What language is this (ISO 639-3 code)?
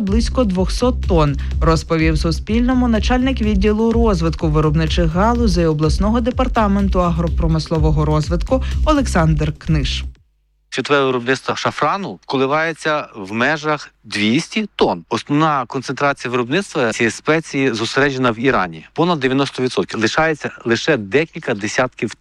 ukr